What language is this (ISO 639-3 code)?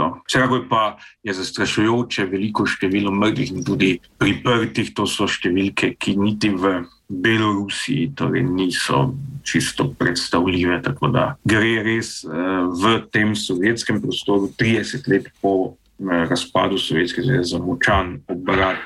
slv